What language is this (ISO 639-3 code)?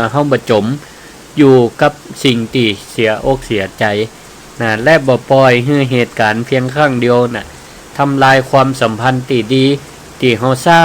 nod